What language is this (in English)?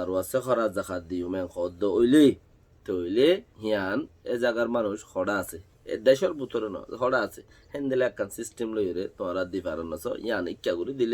Rohingya